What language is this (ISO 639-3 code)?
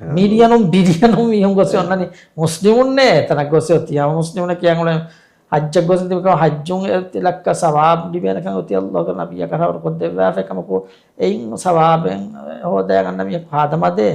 div